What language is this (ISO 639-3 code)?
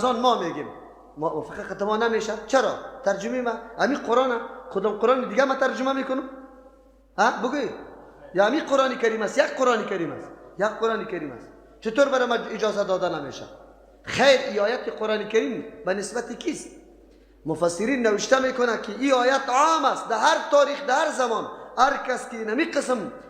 fas